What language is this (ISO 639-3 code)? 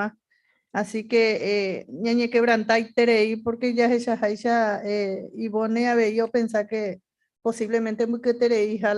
grn